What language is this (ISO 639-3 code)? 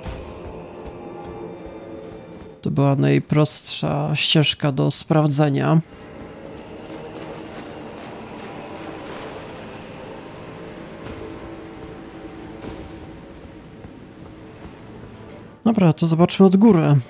pol